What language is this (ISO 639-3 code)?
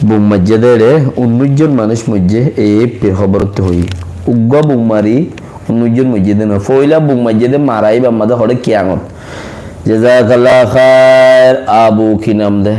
rhg